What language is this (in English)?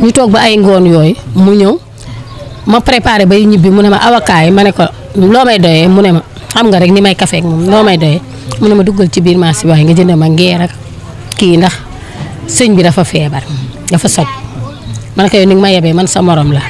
Wolof